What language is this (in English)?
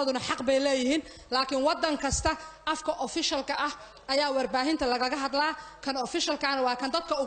Somali